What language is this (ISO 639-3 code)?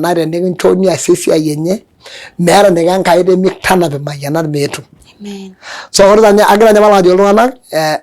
mas